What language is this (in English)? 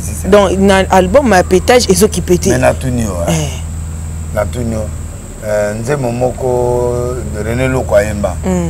Lingala